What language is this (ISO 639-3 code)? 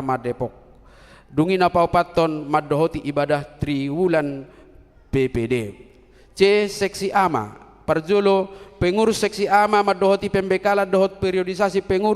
bbc